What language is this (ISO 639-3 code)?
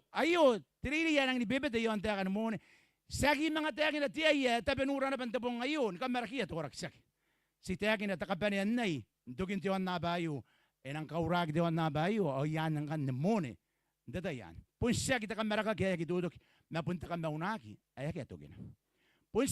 gil